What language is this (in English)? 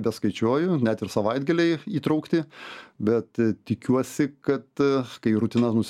Lithuanian